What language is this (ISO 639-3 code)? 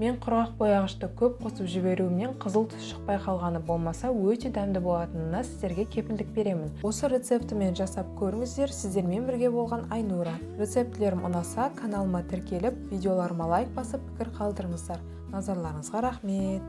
kaz